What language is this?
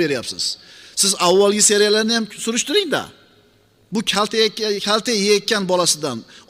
Uzbek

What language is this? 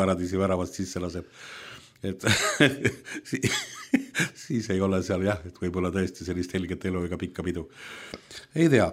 Estonian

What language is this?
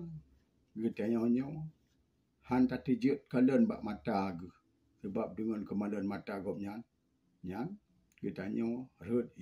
Achinese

